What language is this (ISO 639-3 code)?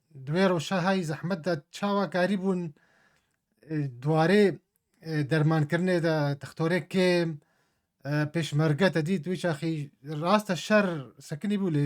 kur